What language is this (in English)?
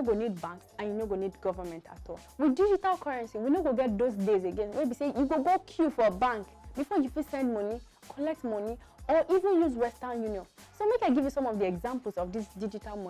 Nigerian Pidgin